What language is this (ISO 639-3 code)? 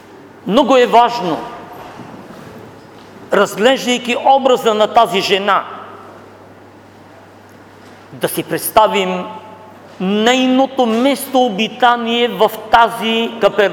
bul